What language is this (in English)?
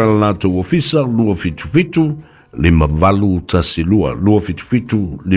Samoan